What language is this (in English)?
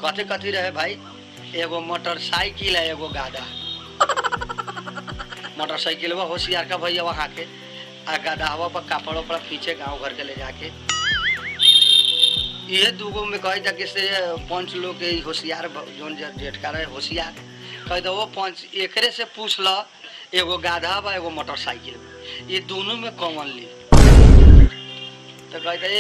Bhojpuri